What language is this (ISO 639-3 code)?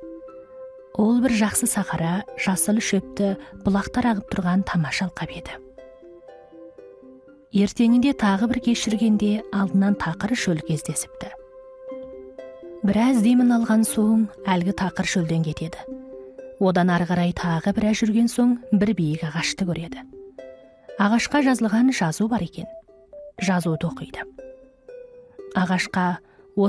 kaz